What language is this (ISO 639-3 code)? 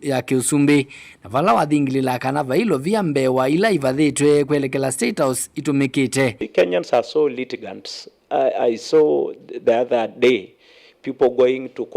kam